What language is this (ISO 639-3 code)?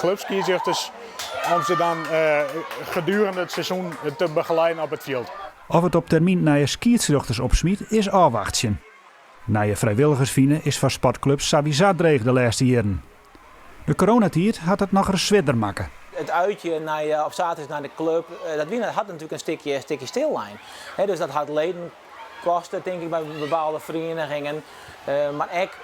fry